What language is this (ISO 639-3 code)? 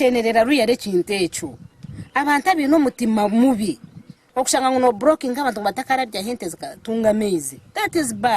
nyn